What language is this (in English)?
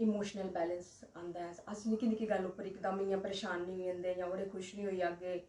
Dogri